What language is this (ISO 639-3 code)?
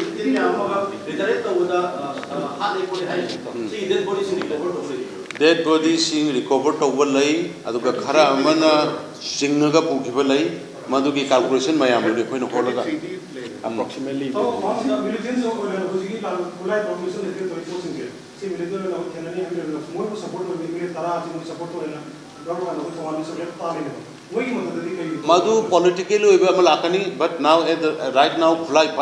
mni